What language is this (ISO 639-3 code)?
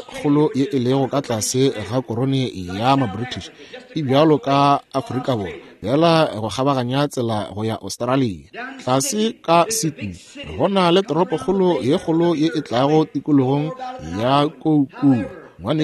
nso